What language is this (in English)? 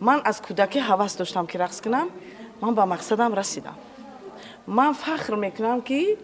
Tajik